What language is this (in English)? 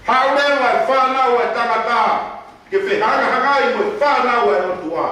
Tongan